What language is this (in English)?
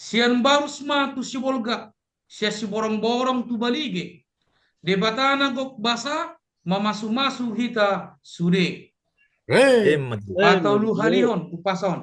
Batak Toba